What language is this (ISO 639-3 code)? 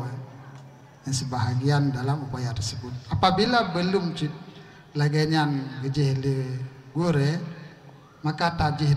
ace